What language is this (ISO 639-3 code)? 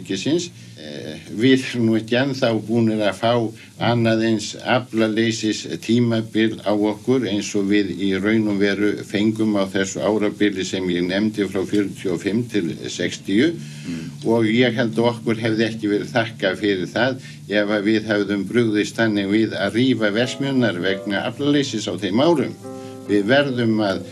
isl